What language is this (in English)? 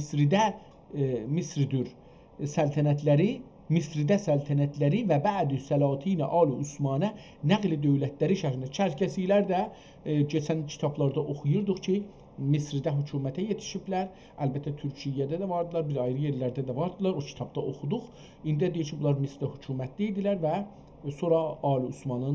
South Azerbaijani